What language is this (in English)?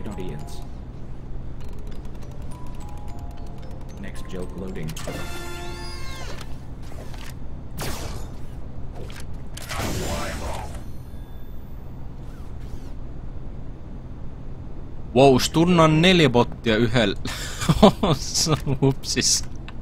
Finnish